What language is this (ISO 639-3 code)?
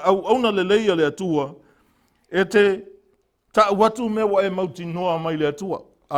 smo